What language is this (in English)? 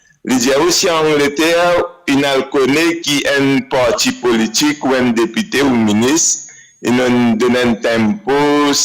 Morisyen